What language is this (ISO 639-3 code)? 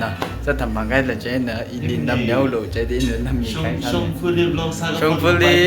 nmf